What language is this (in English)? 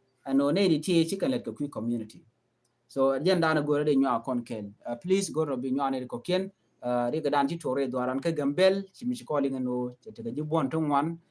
Nuer